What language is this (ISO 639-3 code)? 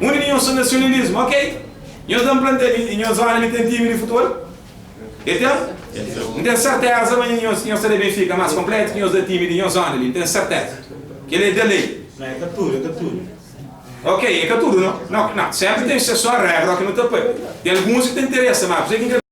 kea